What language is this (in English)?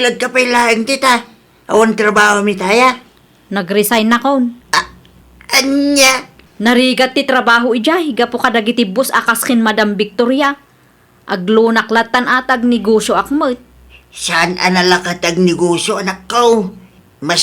Iloko